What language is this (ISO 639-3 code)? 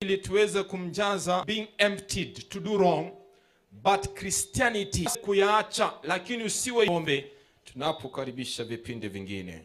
guz